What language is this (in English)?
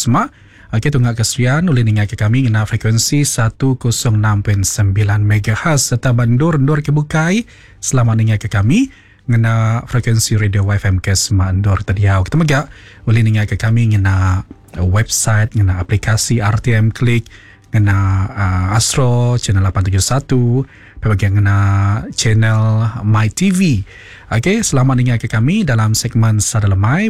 Iban